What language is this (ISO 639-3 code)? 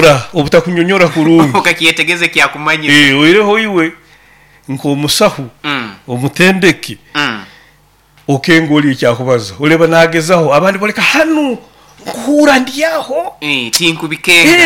nyo